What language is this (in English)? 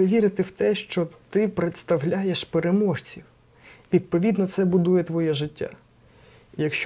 Ukrainian